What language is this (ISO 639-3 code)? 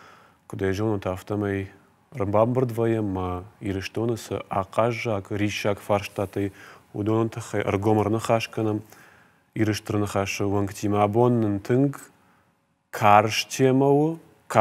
oss